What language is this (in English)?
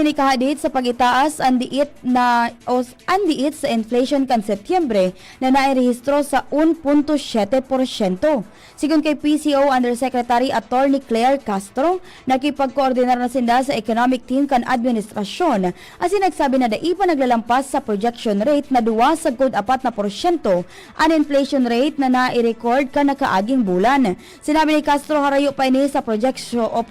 Bikol